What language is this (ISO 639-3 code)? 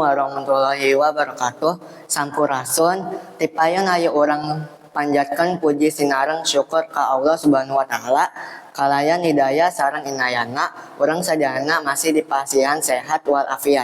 sun